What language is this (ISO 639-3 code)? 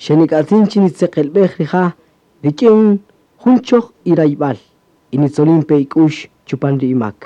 cak